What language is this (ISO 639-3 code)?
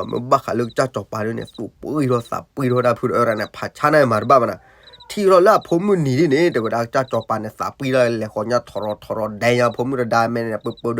ksw